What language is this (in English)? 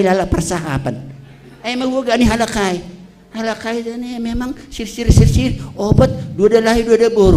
Batak Simalungun